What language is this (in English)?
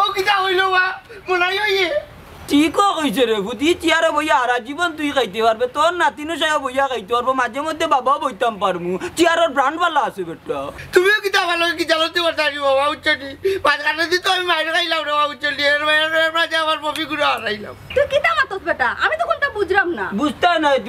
Sylheti